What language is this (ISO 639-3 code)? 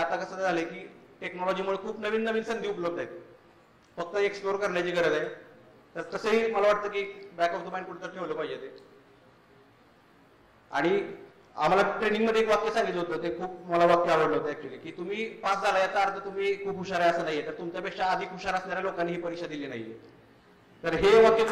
mar